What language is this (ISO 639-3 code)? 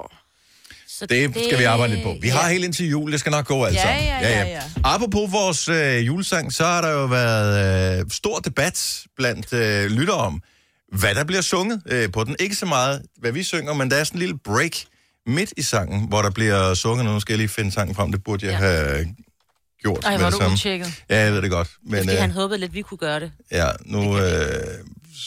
dan